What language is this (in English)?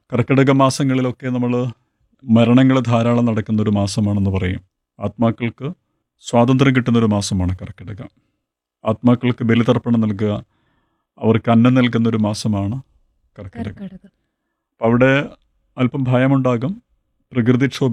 Malayalam